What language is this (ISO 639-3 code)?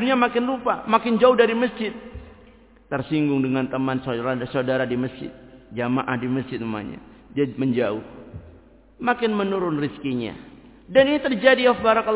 ind